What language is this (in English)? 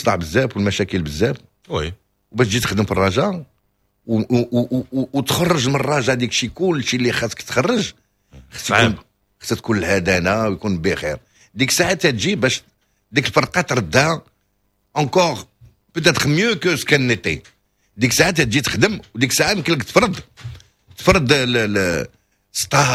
Moroccan Arabic